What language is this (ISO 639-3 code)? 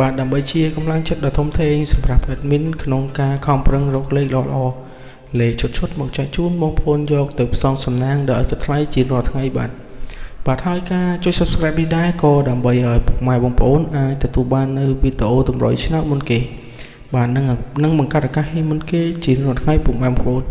khm